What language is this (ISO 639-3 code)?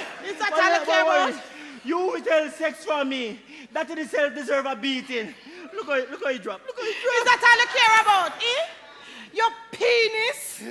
jam